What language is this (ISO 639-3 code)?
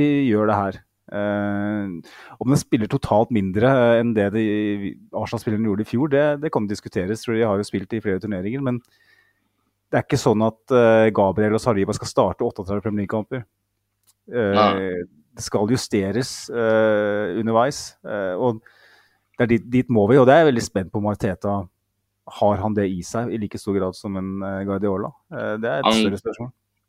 nor